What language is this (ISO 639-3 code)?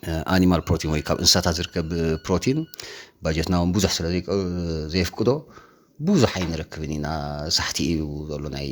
tir